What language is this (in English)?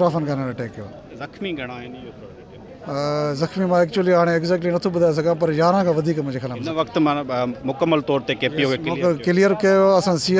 Sindhi